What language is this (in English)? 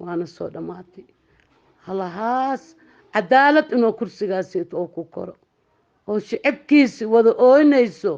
Somali